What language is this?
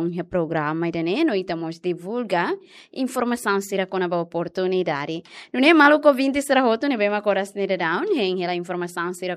Tetum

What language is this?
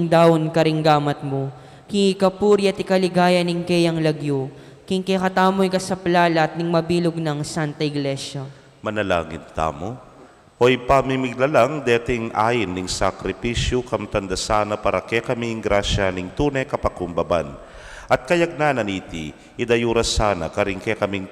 Pampanga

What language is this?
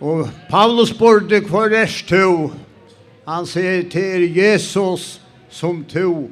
Faroese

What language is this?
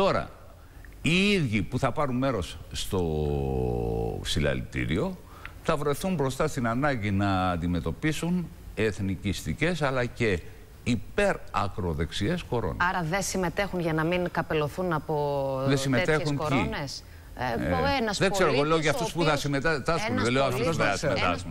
Greek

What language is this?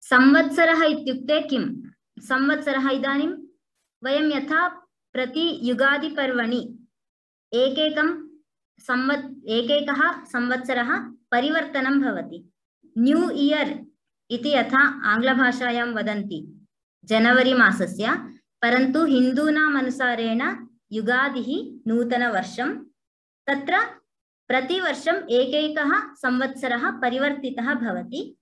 Sanskrit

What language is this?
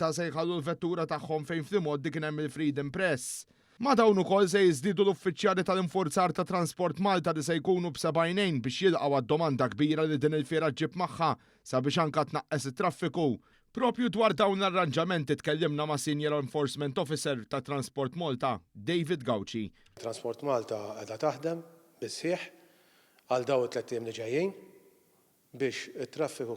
Maltese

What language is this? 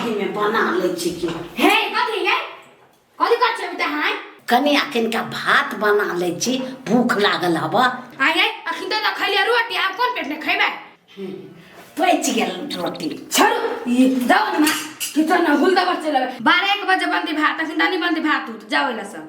Maithili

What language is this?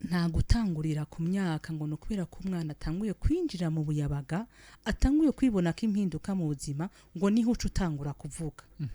Rundi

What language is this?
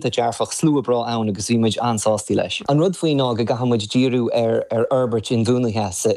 Irish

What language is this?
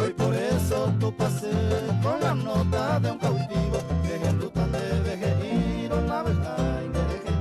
Guarani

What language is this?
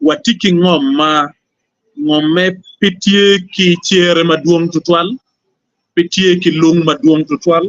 Acoli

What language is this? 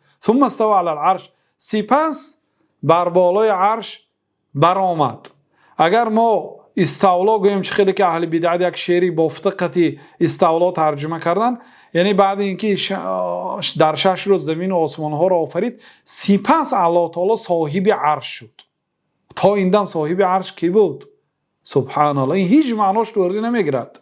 Persian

